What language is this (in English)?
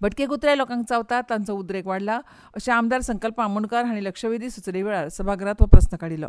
Konkani